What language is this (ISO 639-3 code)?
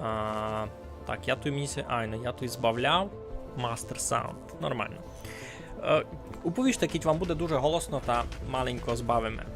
rue